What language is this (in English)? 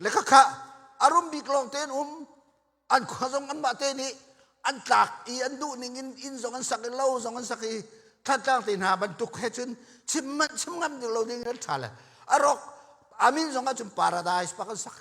Hakha Chin